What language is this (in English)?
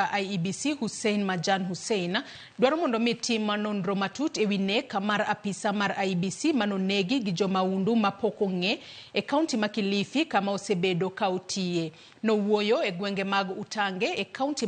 Luo (Kenya and Tanzania)